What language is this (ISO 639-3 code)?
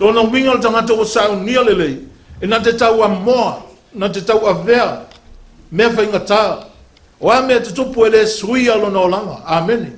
smo